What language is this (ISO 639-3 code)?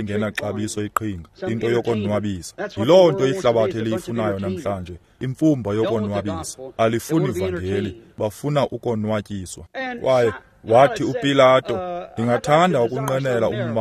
xho